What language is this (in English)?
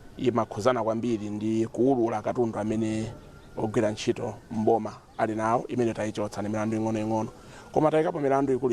Nyanja